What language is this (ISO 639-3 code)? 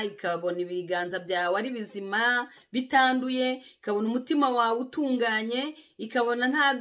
kin